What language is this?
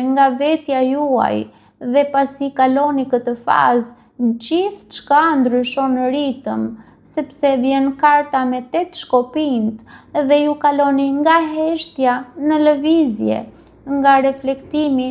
Albanian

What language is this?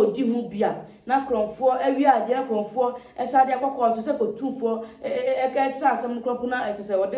Akan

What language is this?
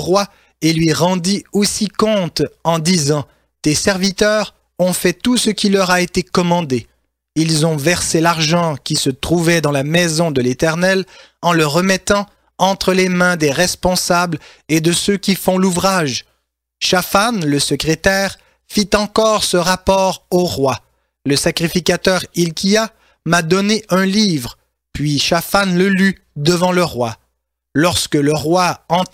French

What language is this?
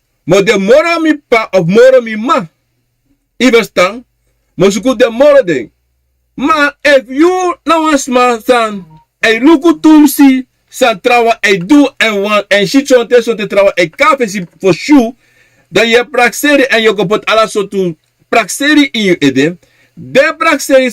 Sranan Tongo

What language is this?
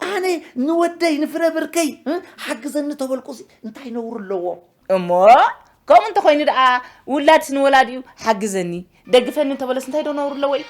Tigrinya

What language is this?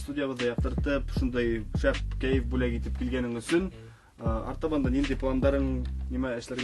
Bashkir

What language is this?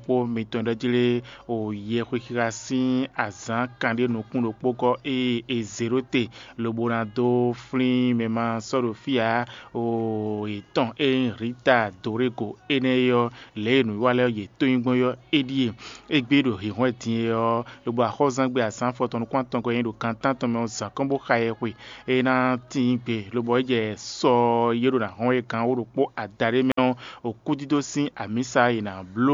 Fon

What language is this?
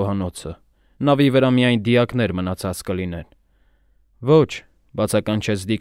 Armenian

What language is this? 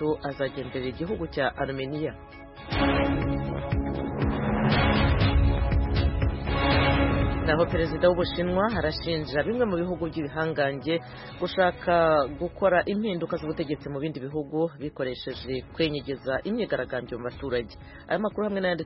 Kinyarwanda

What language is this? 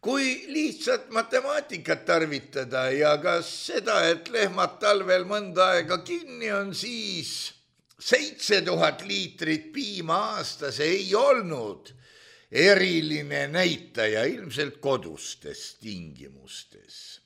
Estonian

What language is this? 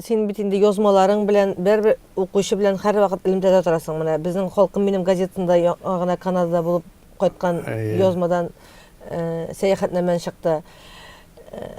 Tatar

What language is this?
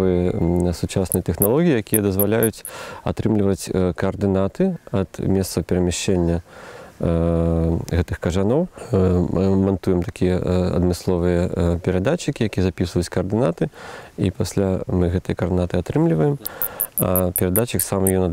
Belarusian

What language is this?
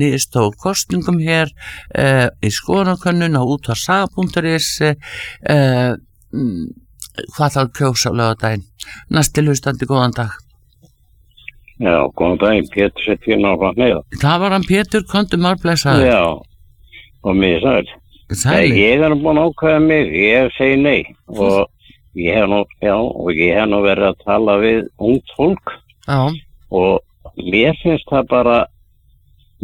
Icelandic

